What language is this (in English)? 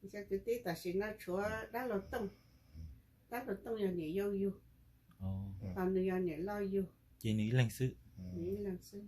Hmong